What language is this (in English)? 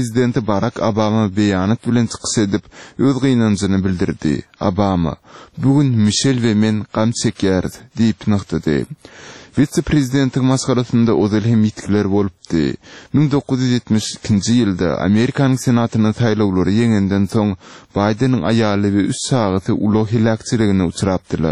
Turkmen